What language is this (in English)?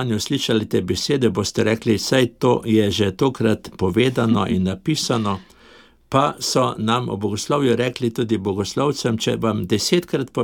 Slovenian